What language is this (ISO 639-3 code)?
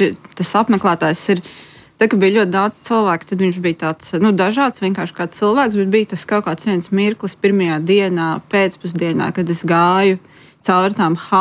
lav